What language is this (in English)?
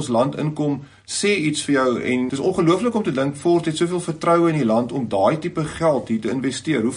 Afrikaans